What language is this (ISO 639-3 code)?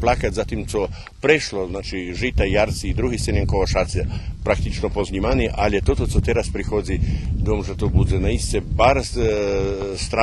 rue